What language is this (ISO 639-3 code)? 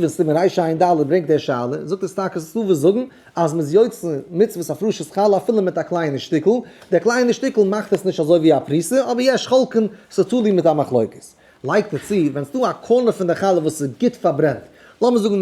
yid